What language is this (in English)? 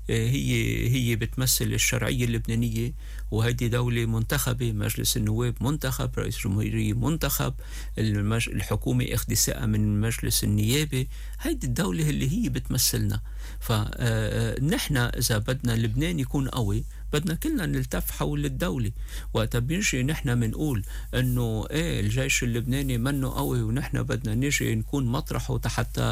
North Levantine Arabic